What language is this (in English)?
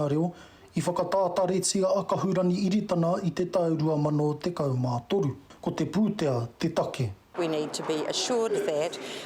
Māori